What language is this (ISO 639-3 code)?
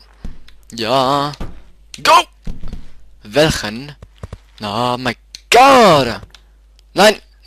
gsw